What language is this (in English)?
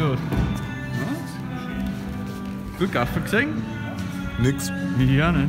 Bavarian